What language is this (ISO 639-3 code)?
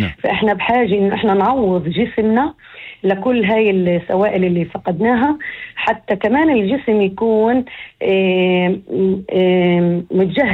apc